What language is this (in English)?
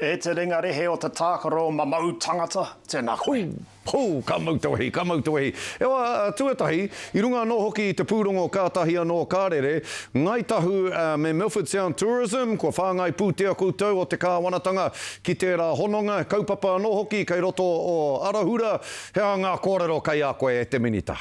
Māori